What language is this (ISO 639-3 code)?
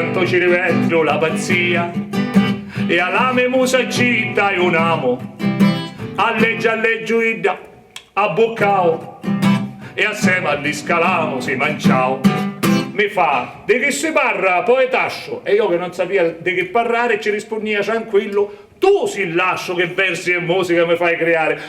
scn